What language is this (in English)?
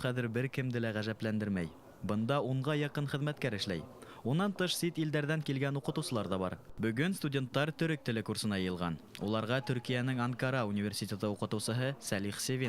Bashkir